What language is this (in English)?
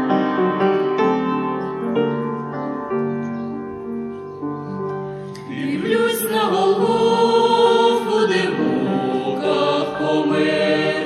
Ukrainian